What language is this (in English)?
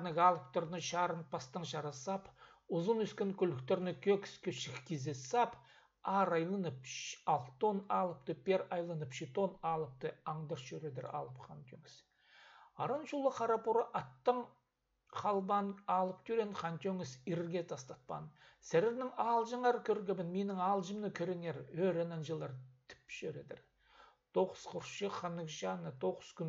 Khakas